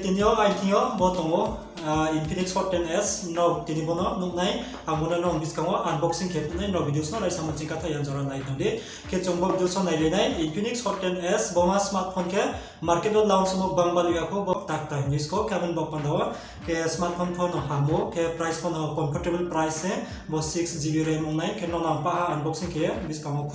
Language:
Riang (India)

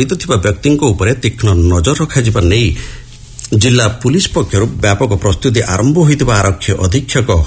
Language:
Odia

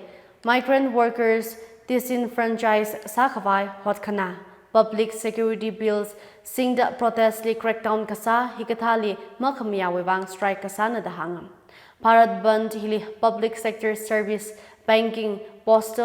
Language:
Tangkhul Naga (India)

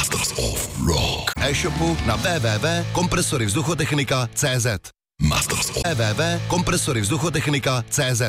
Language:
Czech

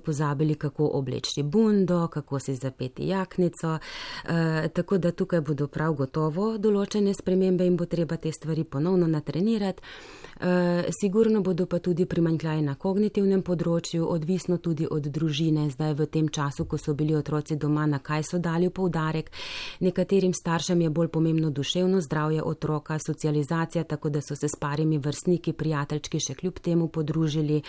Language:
Slovenian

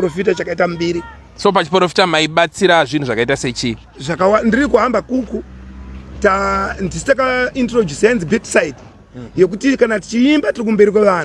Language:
Shona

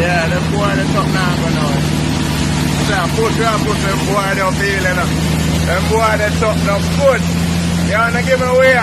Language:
Jamaican Creole English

